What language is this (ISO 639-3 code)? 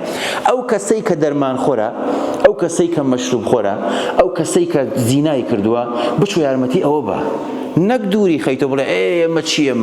ckb